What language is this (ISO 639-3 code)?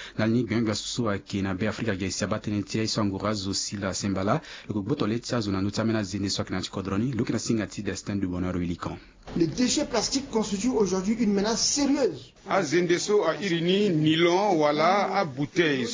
sag